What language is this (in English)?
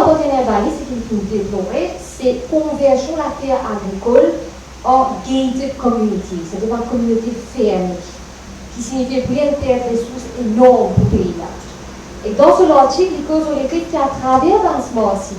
Morisyen